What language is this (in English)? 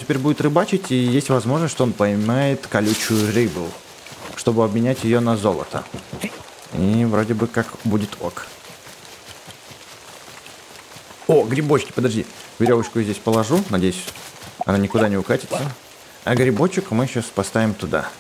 Russian